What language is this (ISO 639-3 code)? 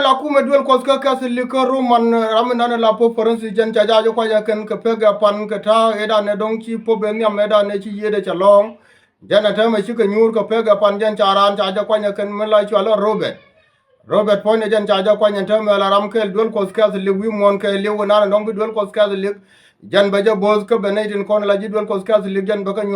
nus